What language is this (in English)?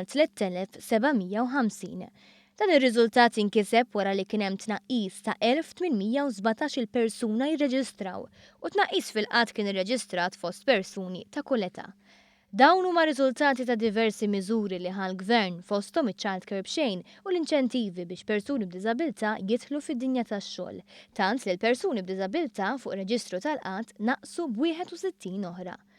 Maltese